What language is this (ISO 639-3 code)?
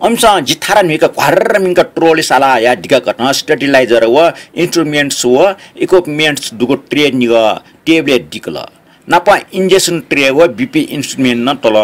new